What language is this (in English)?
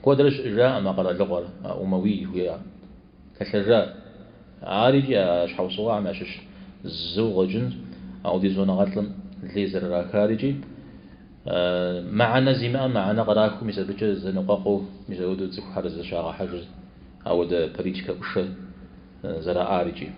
Kabardian